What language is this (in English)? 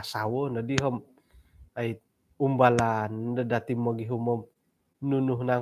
Central Dusun